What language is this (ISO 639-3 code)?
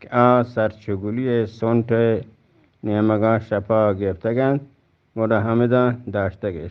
bgp